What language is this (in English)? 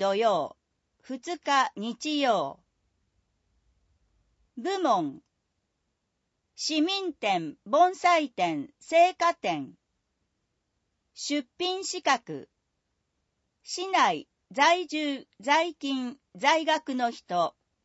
Japanese